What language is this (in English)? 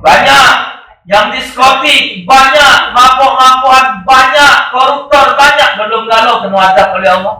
Musi